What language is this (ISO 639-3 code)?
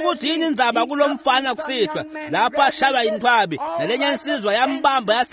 ssw